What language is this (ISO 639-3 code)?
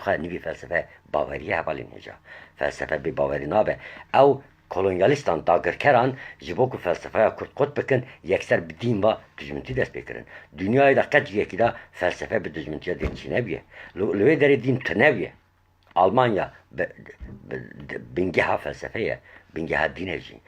kur